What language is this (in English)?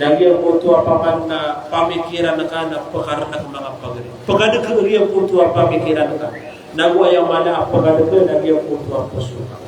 Maranao